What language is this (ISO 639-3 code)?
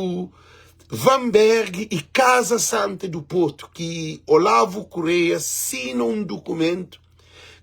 kea